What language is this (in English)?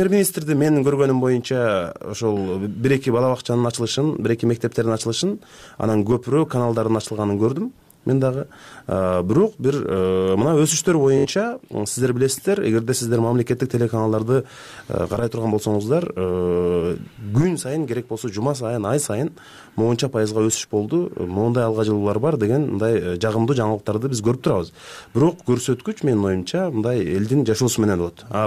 Kyrgyz